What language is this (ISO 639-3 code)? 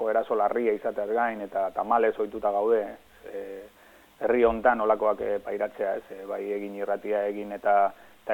eus